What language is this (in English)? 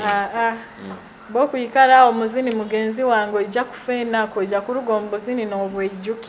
Nyoro